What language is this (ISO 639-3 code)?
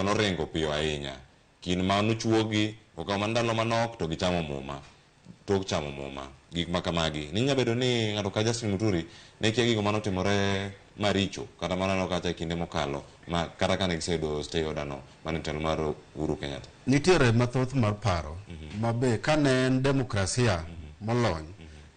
luo